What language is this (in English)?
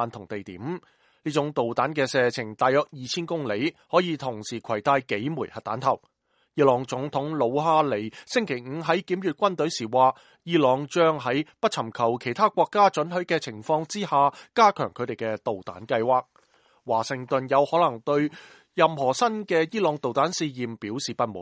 Cantonese